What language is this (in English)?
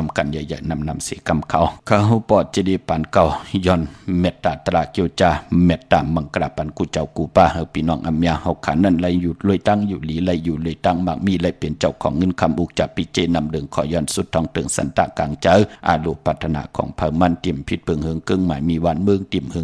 Shan